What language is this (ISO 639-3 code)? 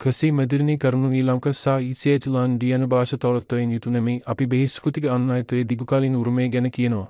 sin